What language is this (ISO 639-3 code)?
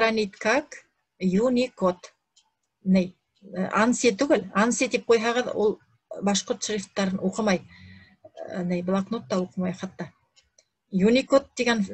bak